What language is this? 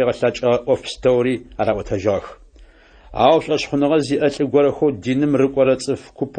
Adyghe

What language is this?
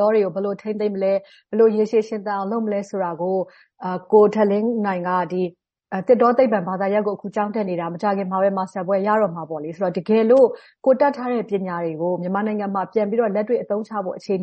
Burmese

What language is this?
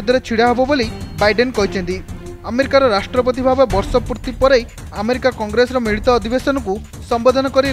Odia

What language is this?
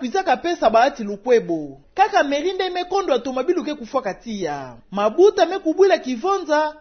Kituba (Democratic Republic of Congo)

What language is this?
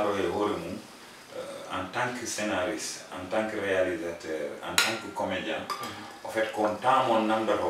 Fula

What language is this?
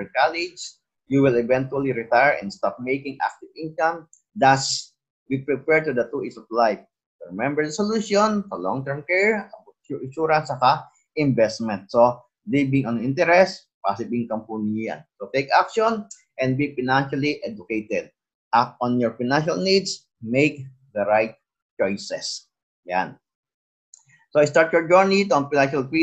Filipino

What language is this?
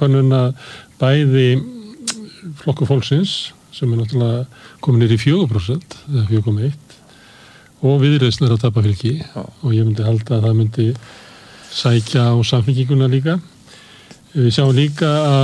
Icelandic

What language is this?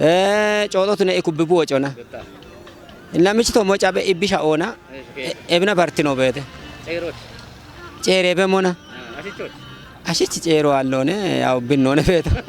Kafa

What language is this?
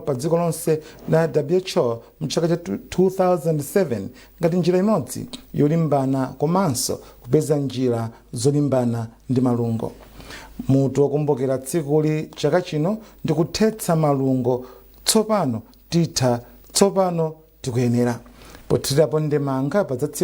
Nyanja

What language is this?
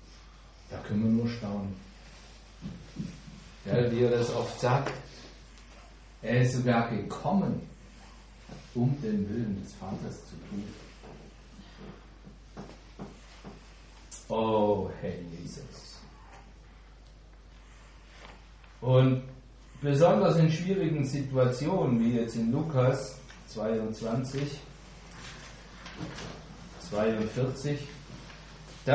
German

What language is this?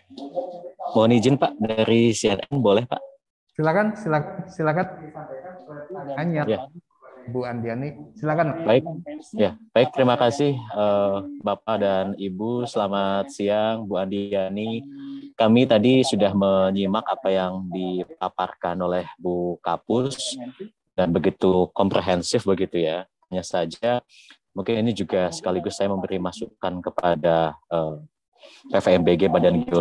Indonesian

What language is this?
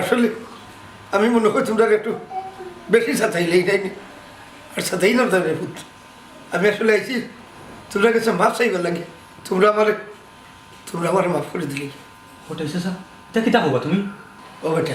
Sylheti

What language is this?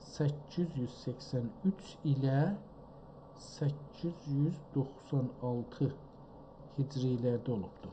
South Azerbaijani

